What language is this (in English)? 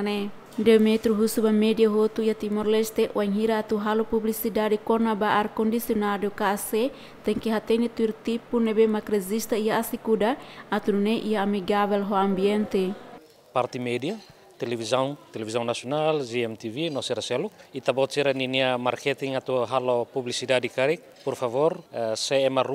Tetum